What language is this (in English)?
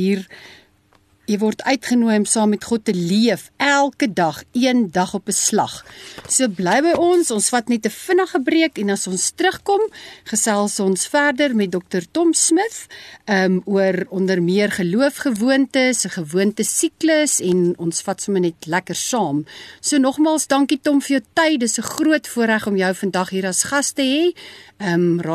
Afrikaans